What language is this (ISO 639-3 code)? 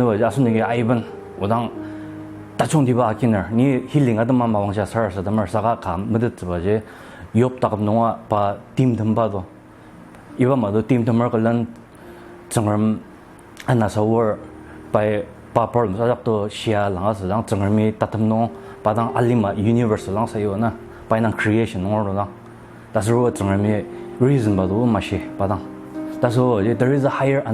njo